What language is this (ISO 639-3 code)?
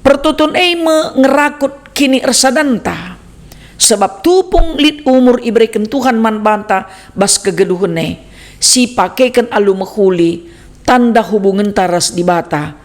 btx